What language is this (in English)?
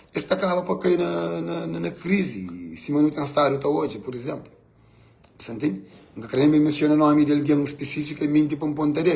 Kabuverdianu